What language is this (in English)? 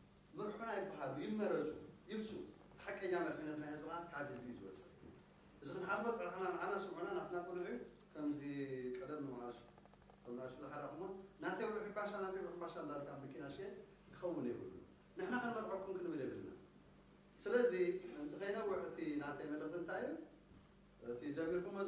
Tigrinya